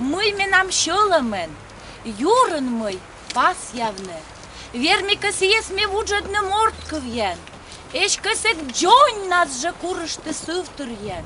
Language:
Komi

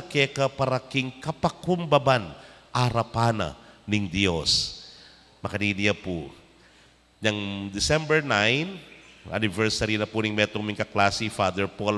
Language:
Pampanga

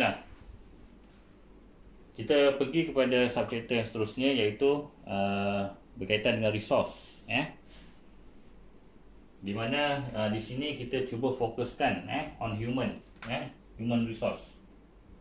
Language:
Malay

